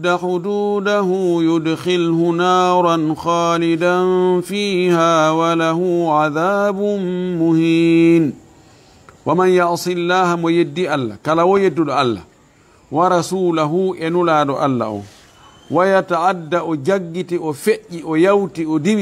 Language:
Fula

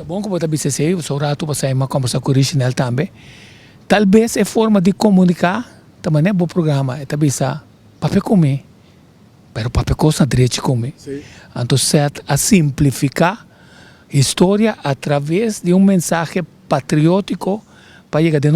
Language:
Papiamento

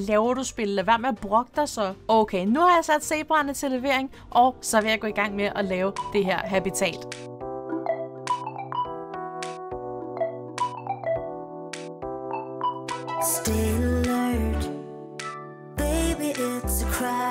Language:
Danish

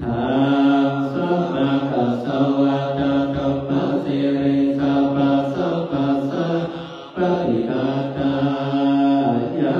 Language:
Pali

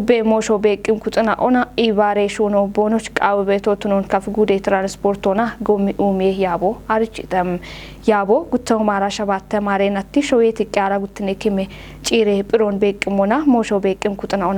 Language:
Kafa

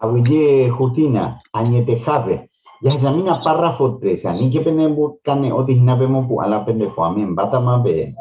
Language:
Guarani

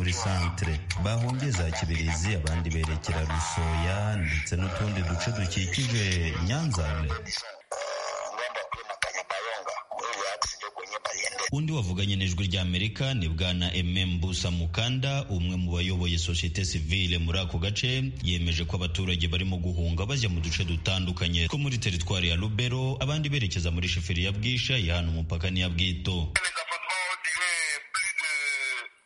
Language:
Kinyarwanda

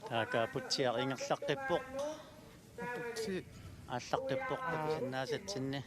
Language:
Kalaallisut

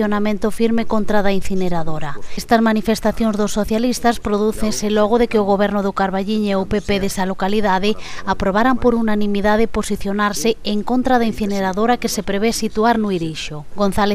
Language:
Galician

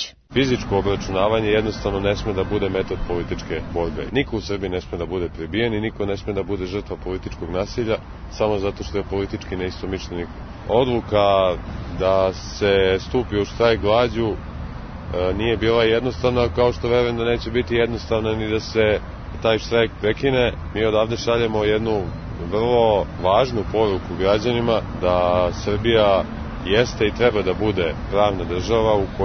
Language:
Serbian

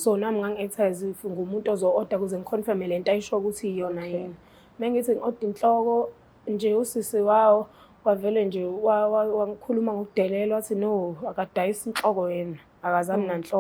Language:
Zulu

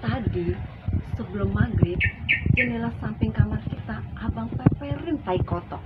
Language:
Betawi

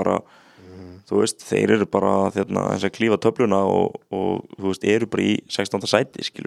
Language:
Icelandic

